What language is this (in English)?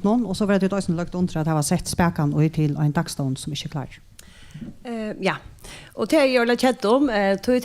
Faroese